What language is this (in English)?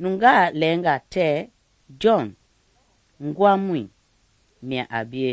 Mende